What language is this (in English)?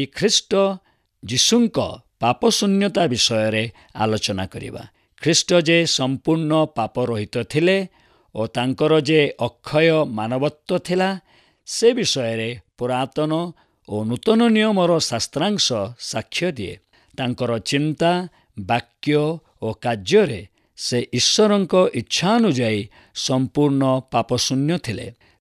Odia